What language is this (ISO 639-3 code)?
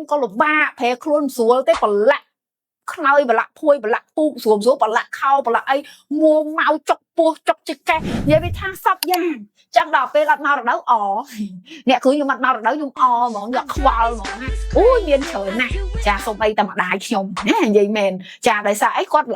khm